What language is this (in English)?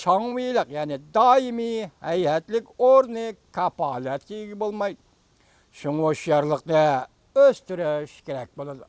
Uyghur